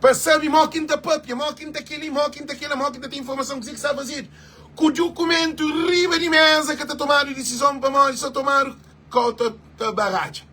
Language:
Kabuverdianu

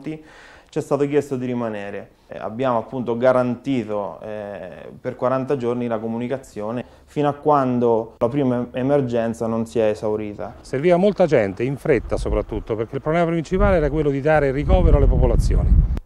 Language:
Italian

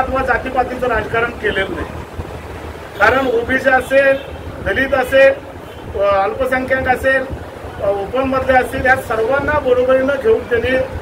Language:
Marathi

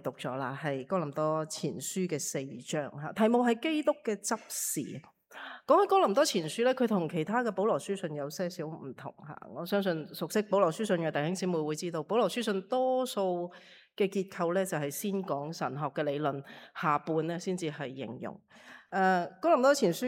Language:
Cantonese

